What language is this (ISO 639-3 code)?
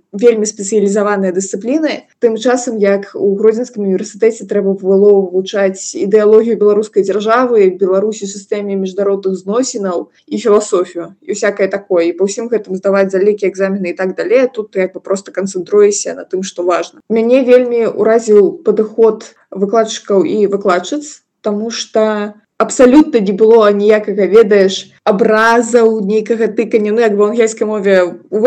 bel